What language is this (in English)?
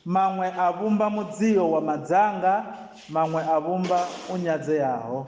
Venda